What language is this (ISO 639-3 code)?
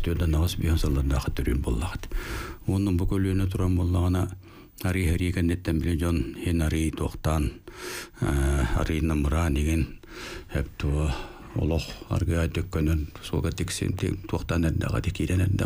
sah